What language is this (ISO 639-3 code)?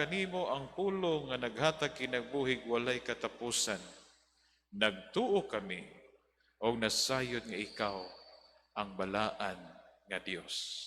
ceb